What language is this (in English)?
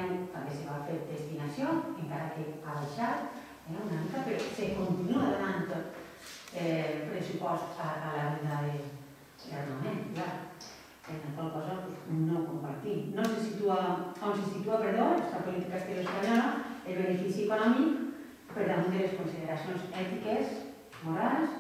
Catalan